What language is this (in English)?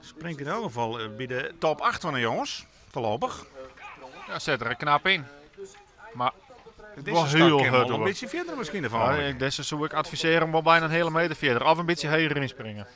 Western Frisian